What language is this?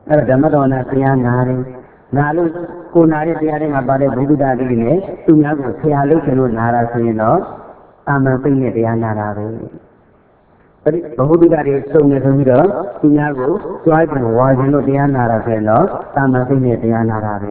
Burmese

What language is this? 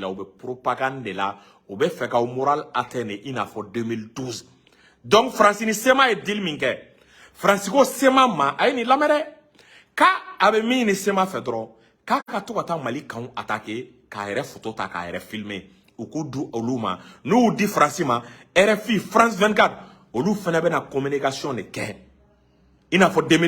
Bambara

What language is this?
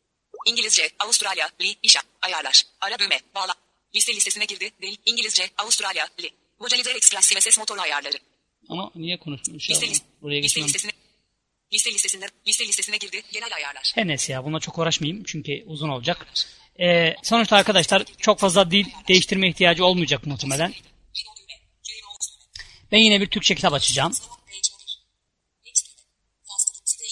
Turkish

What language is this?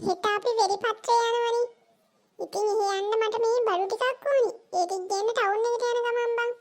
Sinhala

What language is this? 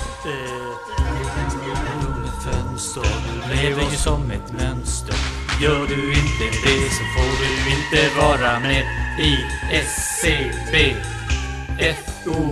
Swedish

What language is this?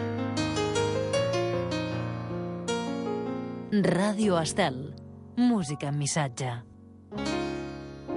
Catalan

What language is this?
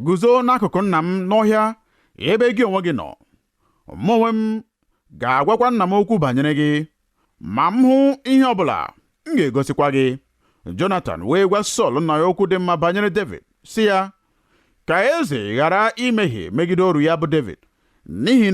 Igbo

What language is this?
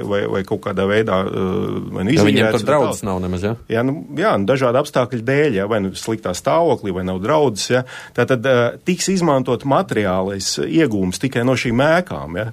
Latvian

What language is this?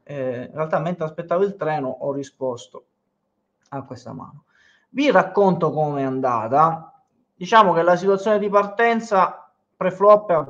Italian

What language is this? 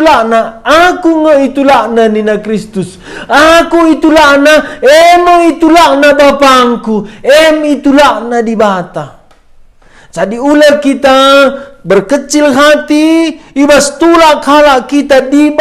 Batak Karo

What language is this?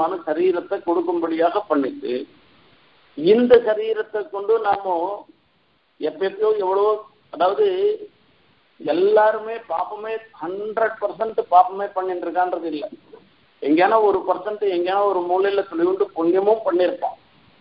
Tamil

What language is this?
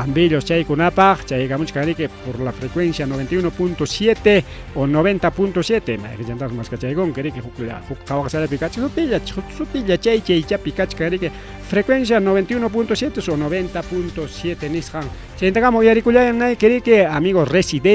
Ayacucho Quechua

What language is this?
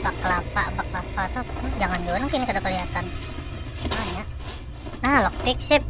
Banjar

